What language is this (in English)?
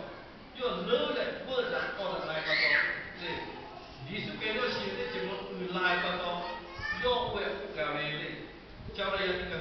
Lahu